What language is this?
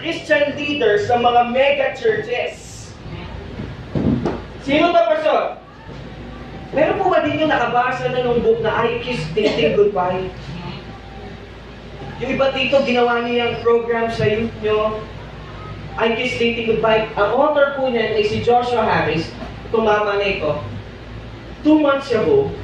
Filipino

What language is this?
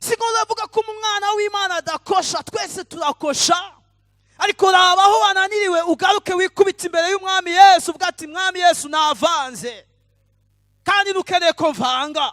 Rundi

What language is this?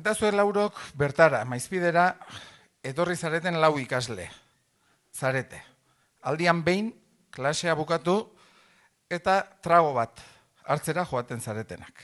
Basque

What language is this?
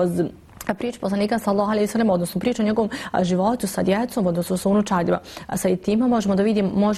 Bosnian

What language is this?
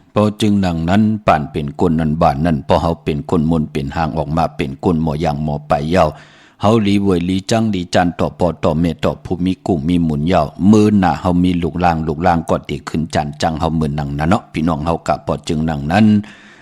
Shan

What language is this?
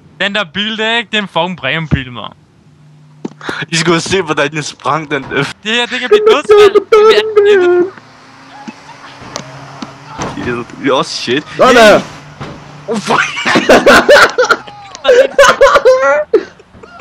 Danish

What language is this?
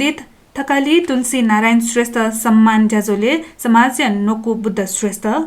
Newari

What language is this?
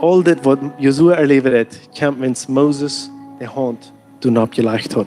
Plautdietsch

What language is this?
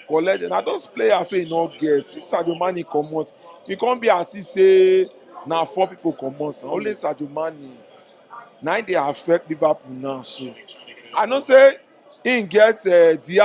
Nigerian Pidgin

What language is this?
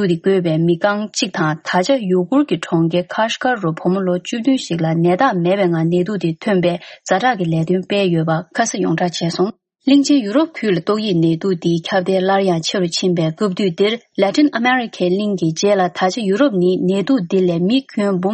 Tibetan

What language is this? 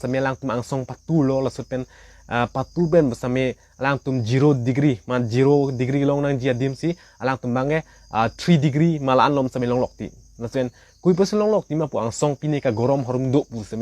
Karbi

